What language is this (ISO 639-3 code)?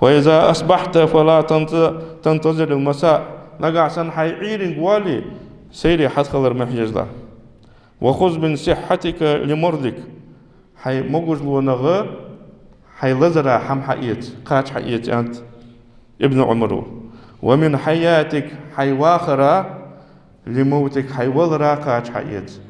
inh